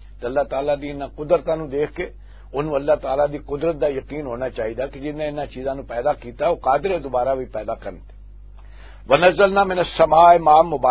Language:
Western Panjabi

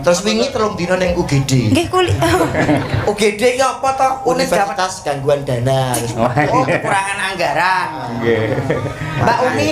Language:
Javanese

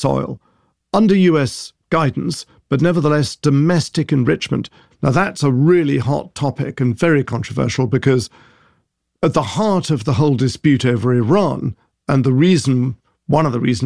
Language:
English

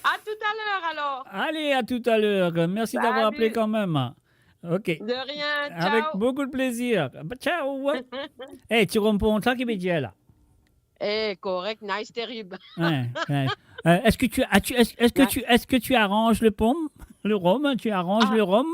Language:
Morisyen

